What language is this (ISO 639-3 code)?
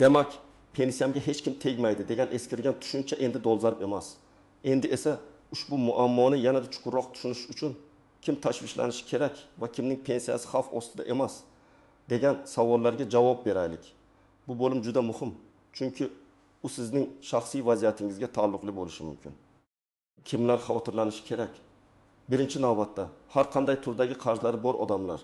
uzb